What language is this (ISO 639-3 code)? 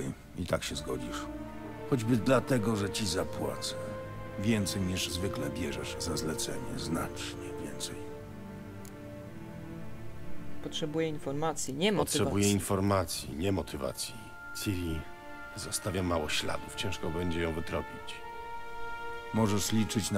pol